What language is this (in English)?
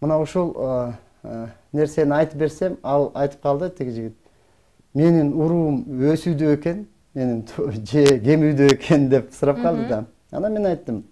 Kyrgyz